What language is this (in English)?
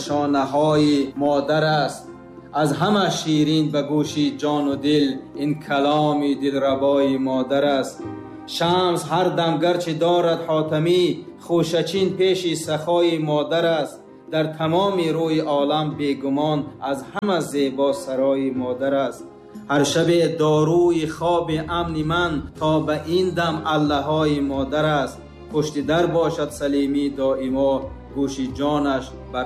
Tajik